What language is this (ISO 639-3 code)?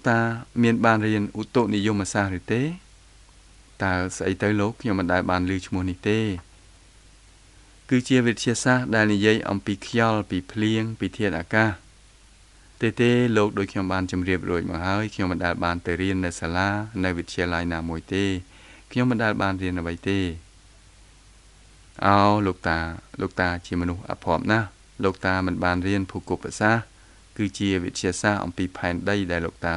khm